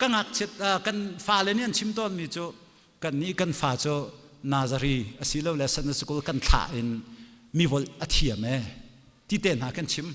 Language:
Hakha Chin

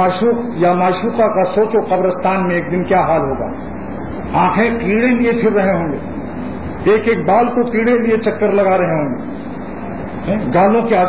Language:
Urdu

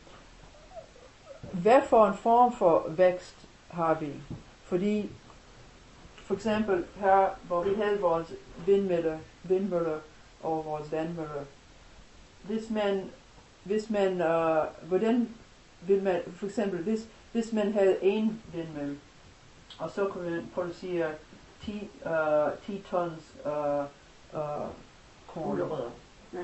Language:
Danish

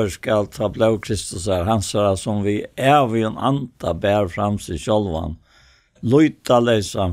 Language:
Faroese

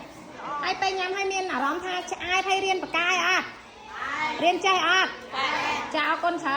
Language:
Khmer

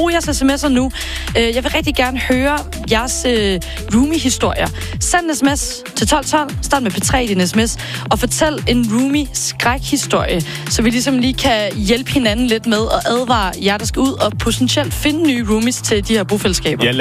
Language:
Danish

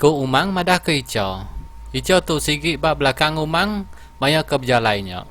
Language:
Iban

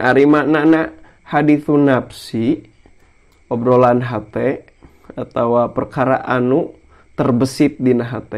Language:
Sundanese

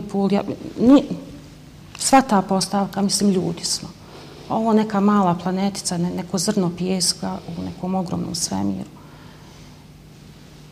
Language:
Bosnian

